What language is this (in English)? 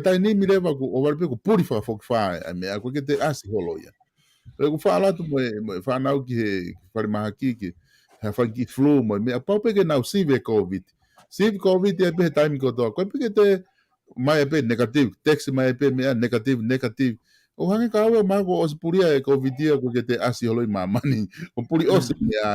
Tongan